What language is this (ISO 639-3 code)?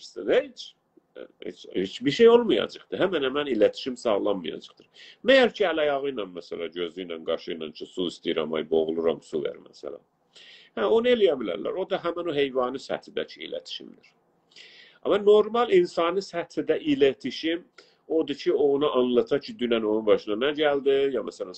azb